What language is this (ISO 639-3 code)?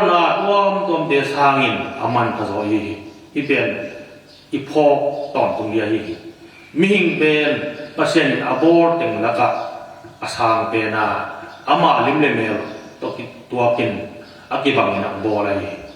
ctd